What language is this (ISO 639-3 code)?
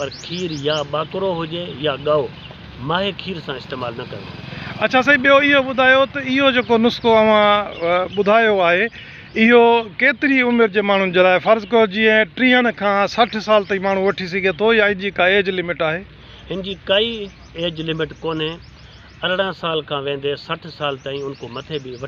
snd